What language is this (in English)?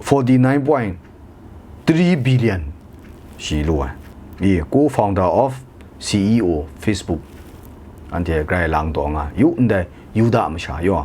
Kachin